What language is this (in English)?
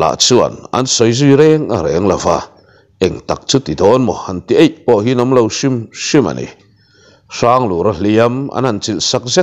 Mizo